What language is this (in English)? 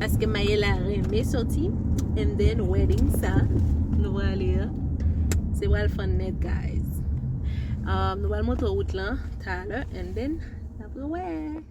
Haitian Creole